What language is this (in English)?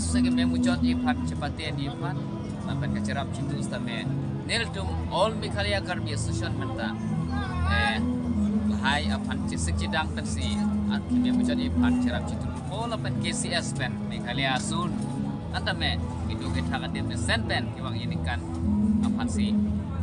Karbi